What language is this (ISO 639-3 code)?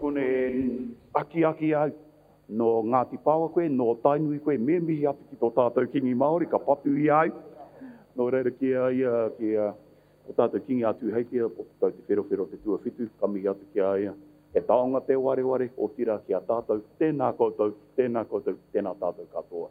mri